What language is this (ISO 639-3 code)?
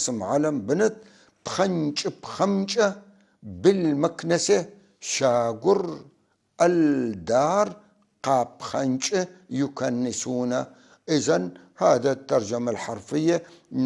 apc